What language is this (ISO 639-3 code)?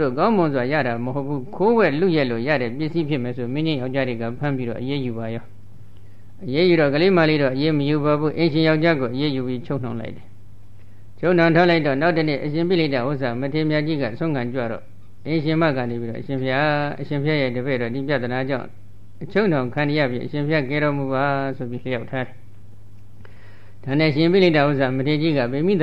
mya